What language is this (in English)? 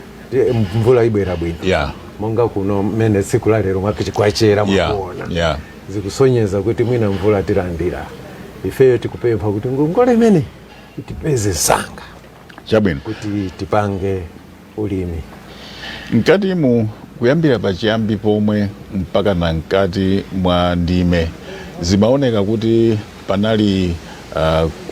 Nyanja